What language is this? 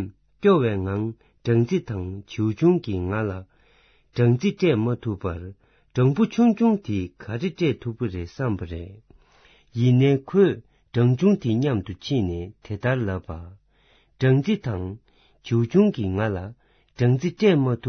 Tibetan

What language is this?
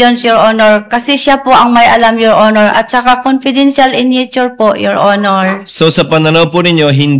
Filipino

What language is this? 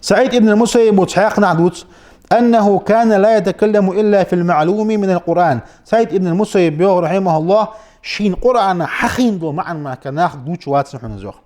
Ingush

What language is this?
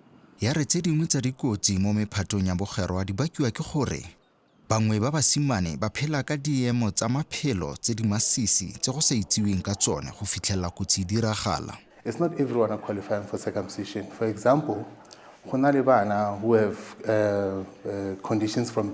Tswana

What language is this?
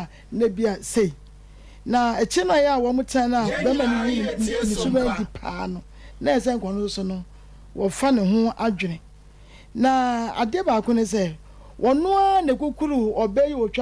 Akan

